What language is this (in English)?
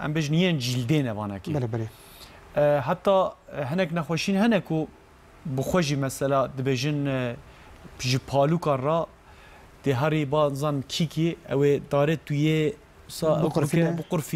Kurdish